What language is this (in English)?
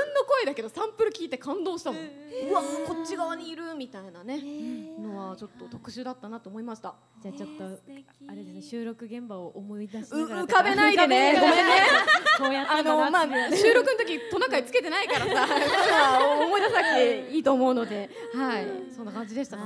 Japanese